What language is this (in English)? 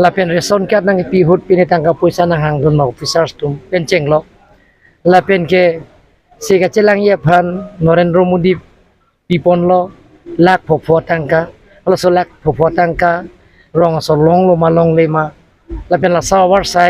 Karbi